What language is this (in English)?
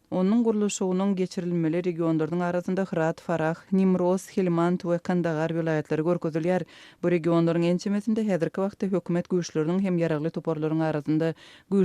Turkmen